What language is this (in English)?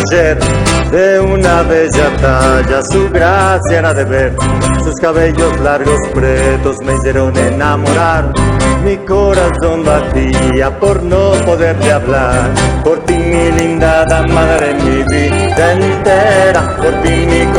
Ladino